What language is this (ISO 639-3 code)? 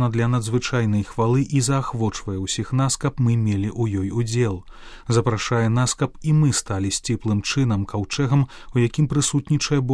bel